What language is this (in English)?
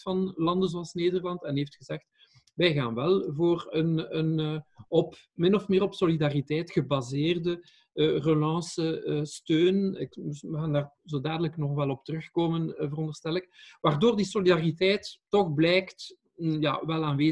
Dutch